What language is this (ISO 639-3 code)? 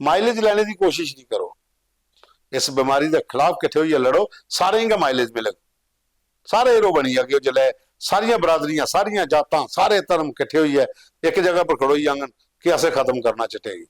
doi